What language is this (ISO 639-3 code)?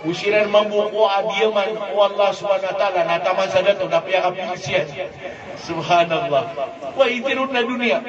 mrw